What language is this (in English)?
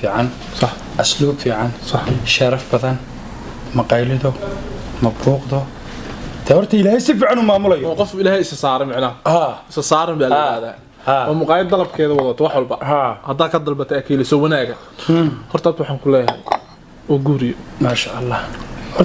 Somali